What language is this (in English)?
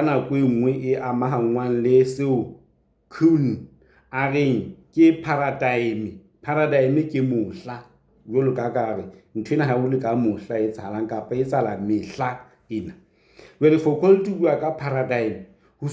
Southern Sotho